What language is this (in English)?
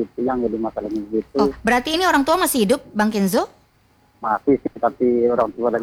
Indonesian